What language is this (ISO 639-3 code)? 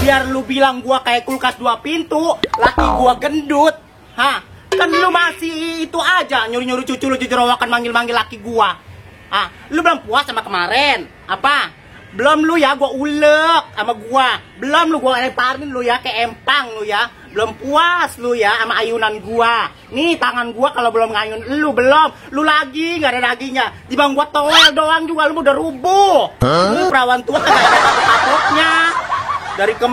bew